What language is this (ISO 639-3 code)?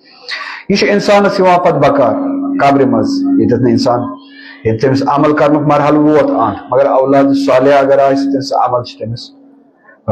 kas